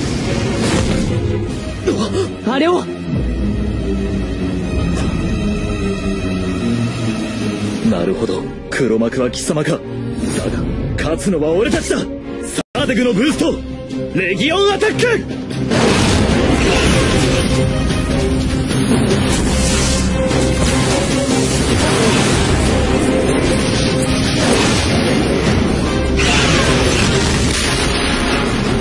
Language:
Japanese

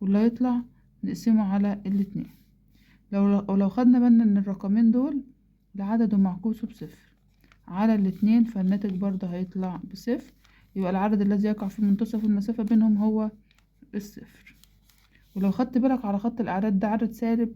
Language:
Egyptian Arabic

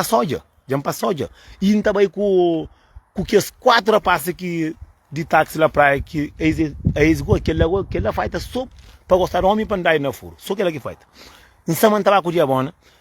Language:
Kabuverdianu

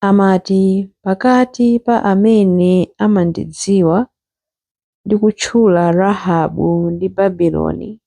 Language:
Nyanja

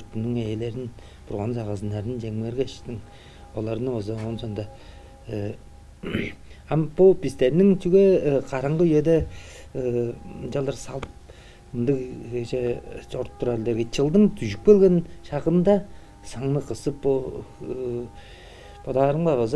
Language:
Tuvinian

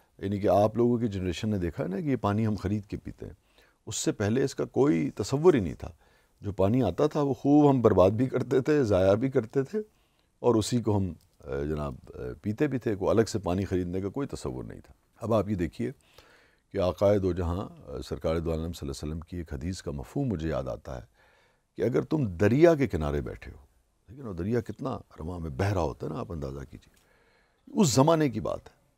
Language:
Urdu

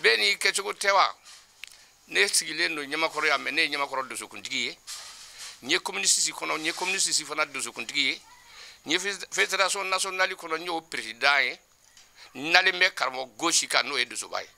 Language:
Bambara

